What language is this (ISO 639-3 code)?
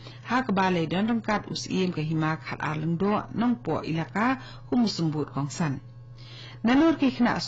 kha